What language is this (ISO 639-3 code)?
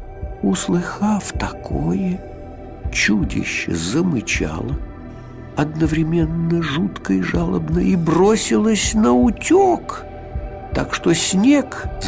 rus